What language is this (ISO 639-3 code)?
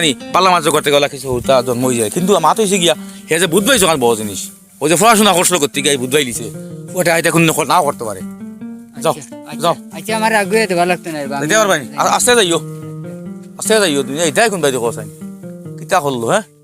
syl